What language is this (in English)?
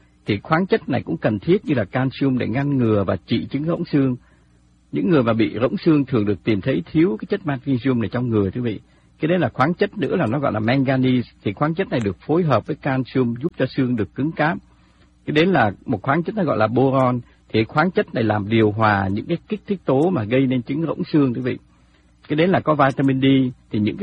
Vietnamese